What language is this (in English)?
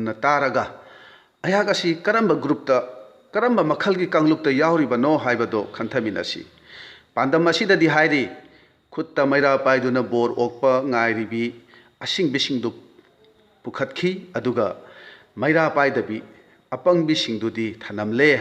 Manipuri